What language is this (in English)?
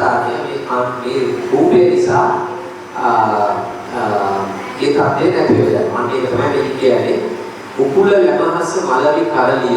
Sinhala